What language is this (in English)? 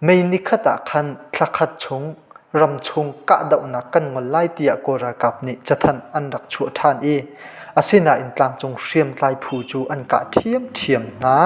Hakha Chin